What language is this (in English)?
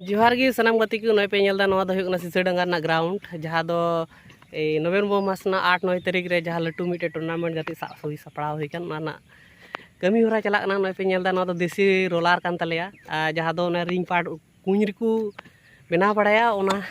Santali